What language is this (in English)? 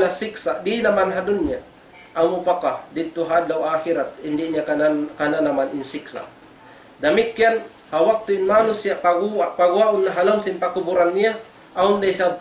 Tausug